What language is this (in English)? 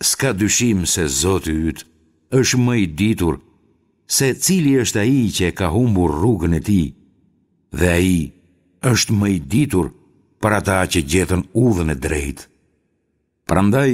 Albanian